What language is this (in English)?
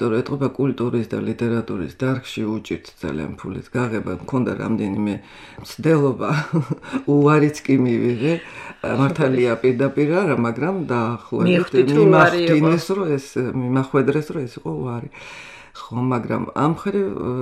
Georgian